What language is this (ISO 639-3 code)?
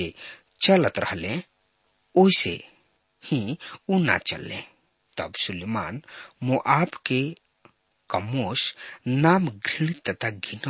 bho